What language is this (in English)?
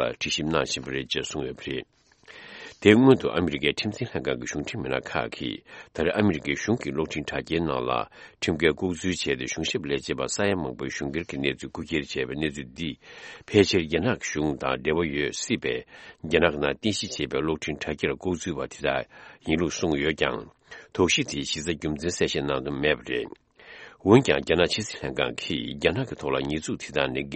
Tibetan